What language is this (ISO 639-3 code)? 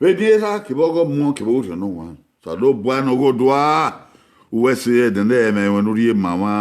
bin